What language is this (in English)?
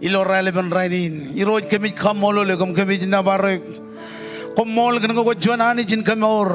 Marshallese